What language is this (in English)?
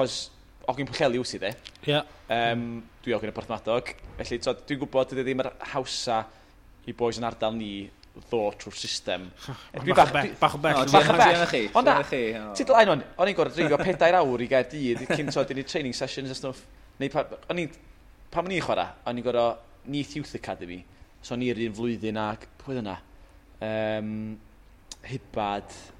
Welsh